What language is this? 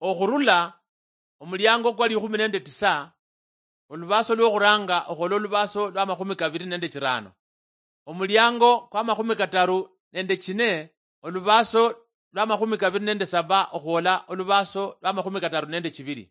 Luyia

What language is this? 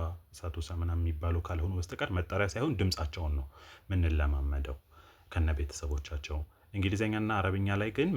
Amharic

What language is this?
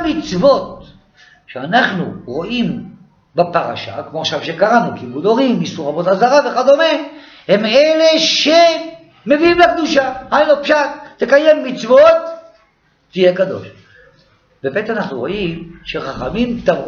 Hebrew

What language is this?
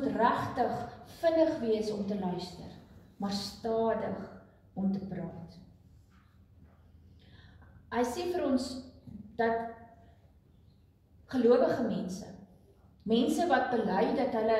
Afrikaans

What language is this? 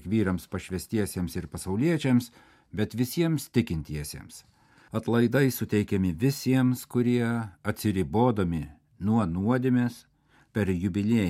Lithuanian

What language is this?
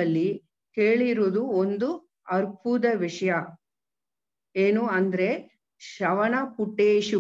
Kannada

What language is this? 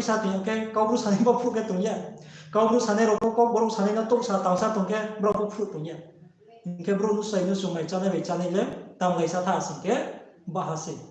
Riang (India)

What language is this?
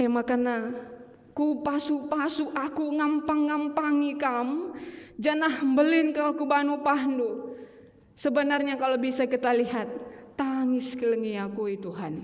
Batak Karo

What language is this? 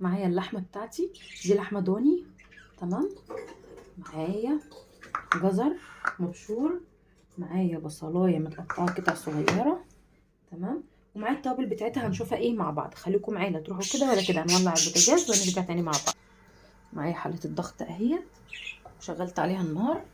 Egyptian Arabic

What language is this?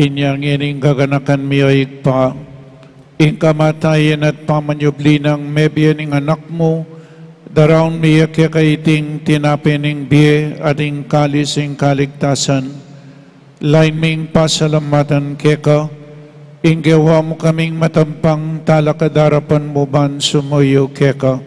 Pampanga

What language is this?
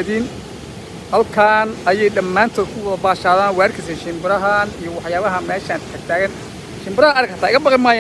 Somali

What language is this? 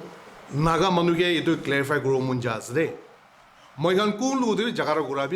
Naga Pidgin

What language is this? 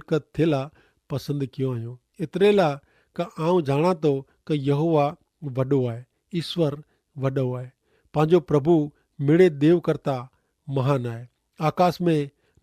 Kachhi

